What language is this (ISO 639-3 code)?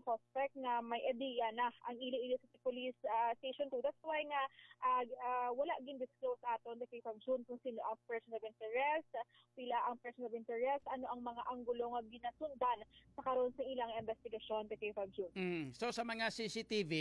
hil